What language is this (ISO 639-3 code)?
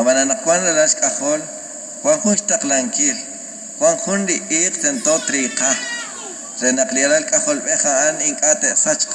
kek